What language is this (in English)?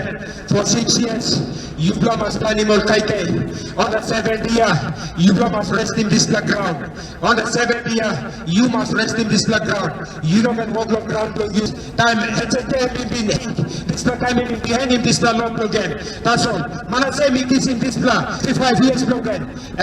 Tok Pisin